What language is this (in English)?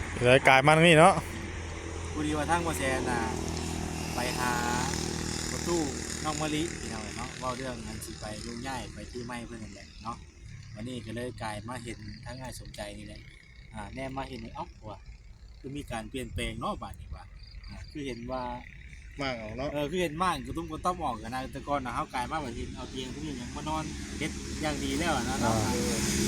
Northeastern Thai